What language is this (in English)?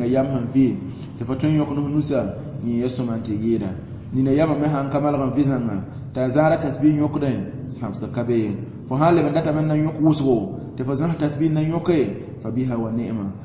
Mossi